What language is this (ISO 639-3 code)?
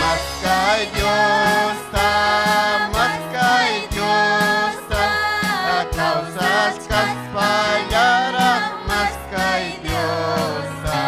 quy